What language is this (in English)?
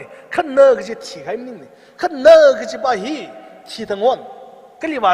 Tangkhul Naga (India)